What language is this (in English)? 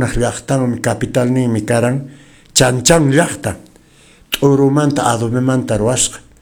Quechua